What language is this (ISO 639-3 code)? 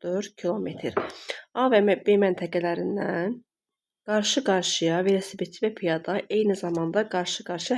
aze